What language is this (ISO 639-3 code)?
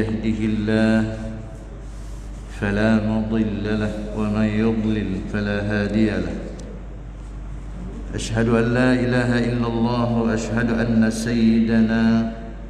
msa